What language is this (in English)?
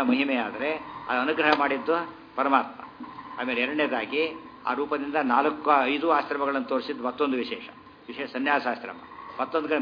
Kannada